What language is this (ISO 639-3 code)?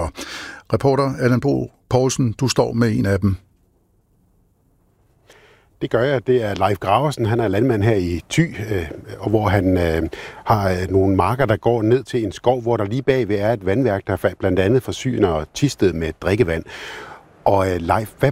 dan